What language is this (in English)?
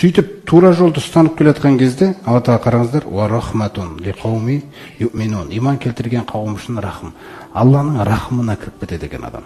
Kazakh